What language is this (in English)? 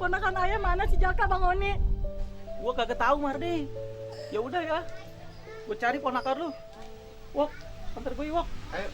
Betawi